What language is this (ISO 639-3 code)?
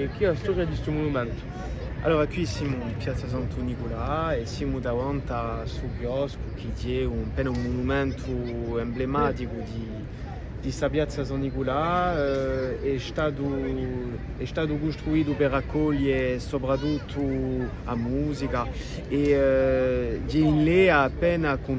cos